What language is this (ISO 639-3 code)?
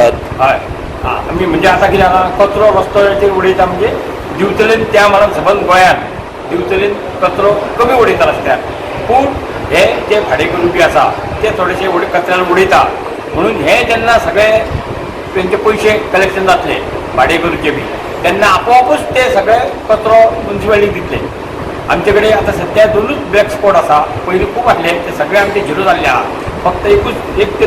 kok